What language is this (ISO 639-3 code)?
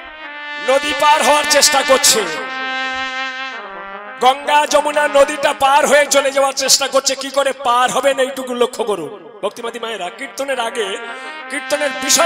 ben